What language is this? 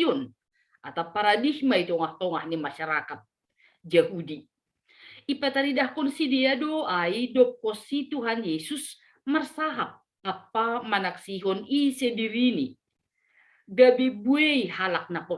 Batak Simalungun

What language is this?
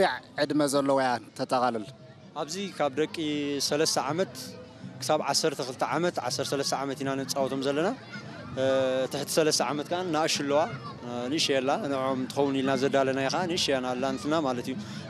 Tigrinya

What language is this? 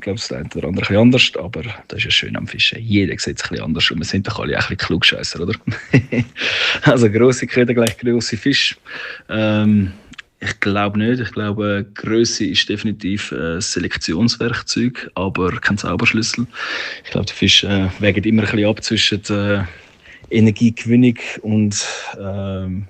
Swiss German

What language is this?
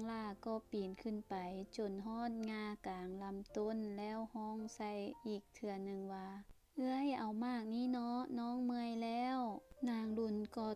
Lao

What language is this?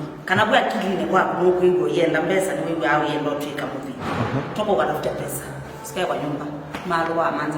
Kamba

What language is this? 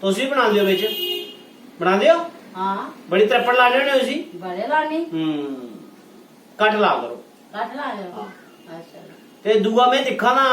Dogri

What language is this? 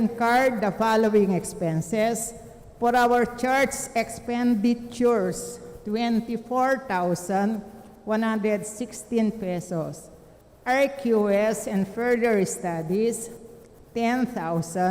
Pampanga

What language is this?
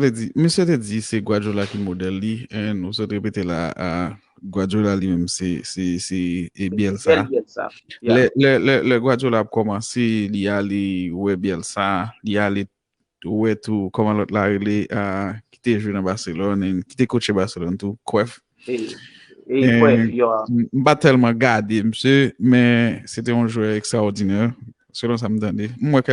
Haitian Creole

